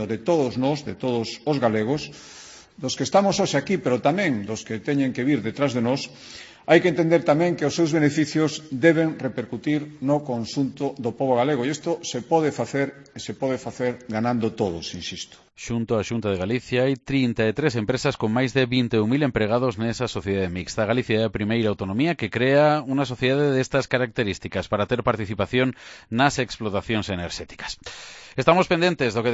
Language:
Galician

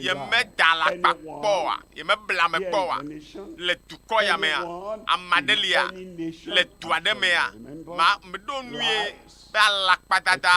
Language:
Ewe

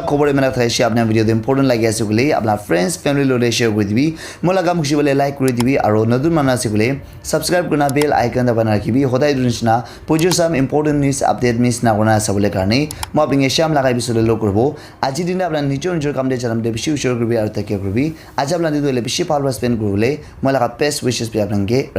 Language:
Naga Pidgin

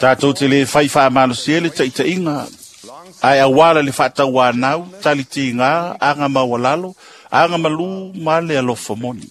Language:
Samoan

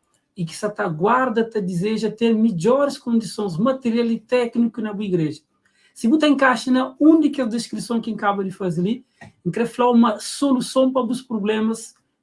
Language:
Kabuverdianu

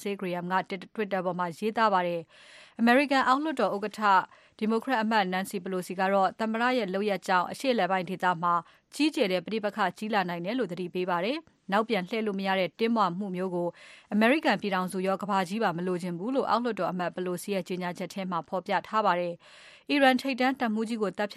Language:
Burmese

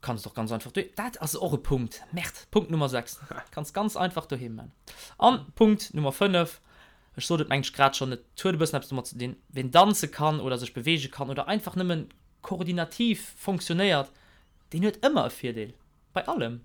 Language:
Luxembourgish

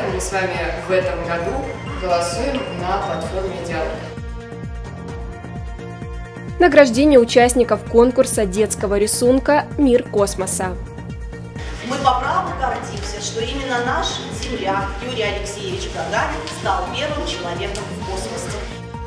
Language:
Russian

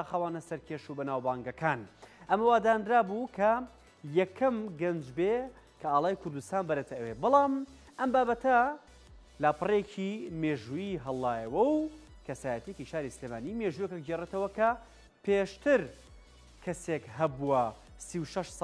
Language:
Central Kurdish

